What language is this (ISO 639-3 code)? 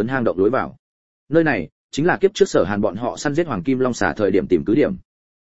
vie